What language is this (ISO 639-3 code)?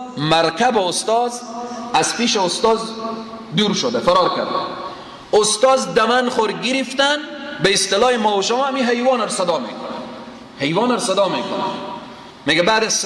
fas